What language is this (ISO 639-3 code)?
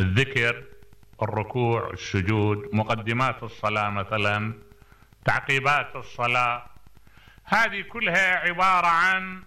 acm